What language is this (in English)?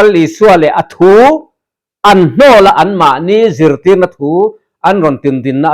Mizo